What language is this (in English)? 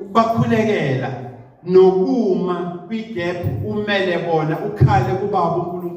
Zulu